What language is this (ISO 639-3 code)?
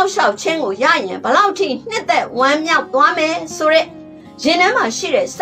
mya